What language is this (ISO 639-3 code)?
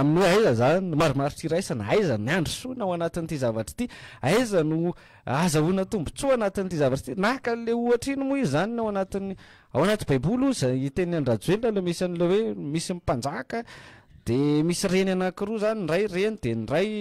mlg